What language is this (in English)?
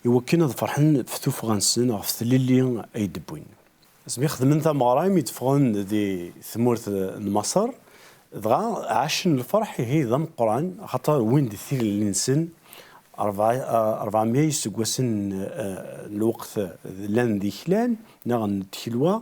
Kabyle